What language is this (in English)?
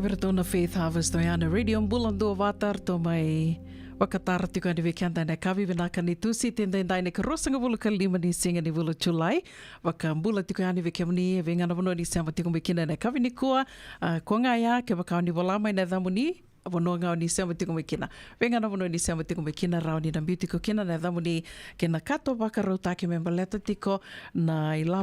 Fijian